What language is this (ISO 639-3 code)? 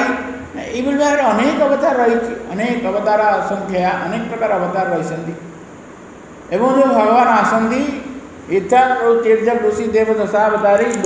ori